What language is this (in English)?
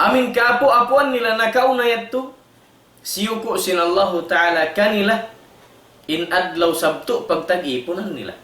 Tausug